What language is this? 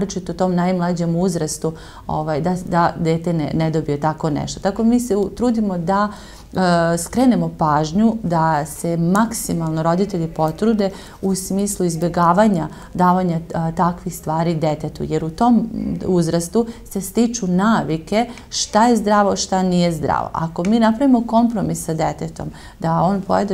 Serbian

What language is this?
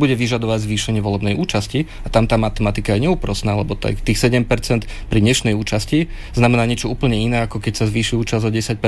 Slovak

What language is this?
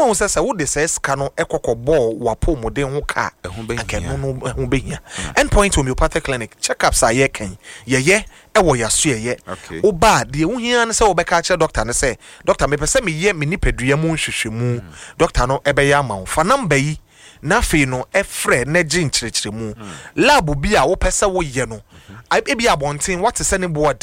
Akan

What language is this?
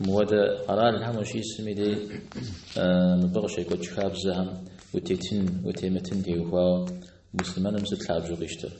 Kabardian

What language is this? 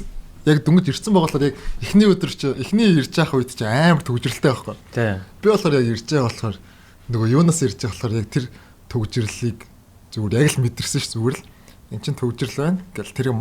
Mongolian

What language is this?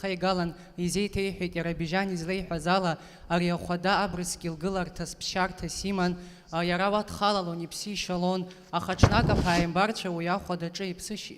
Abkhazian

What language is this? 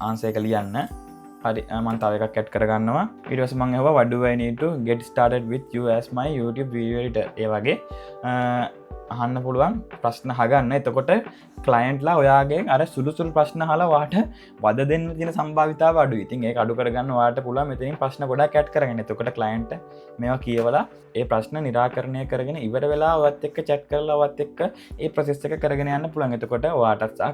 Sinhala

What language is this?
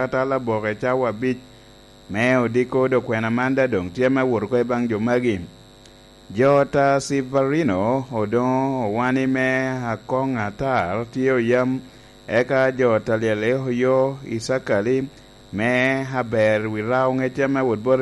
Lango (Uganda)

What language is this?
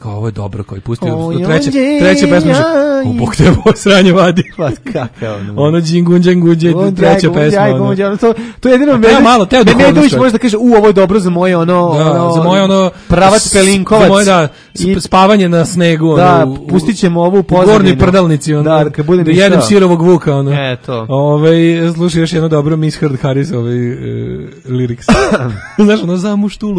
Serbian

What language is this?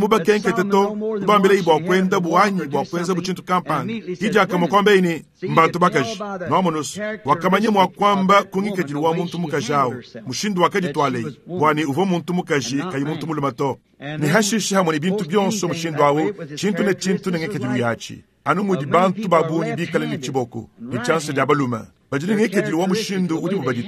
Luba-Lulua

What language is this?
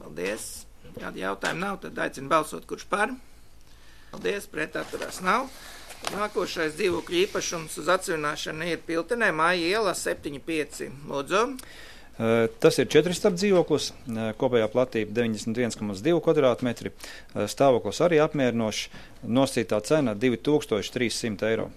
Latvian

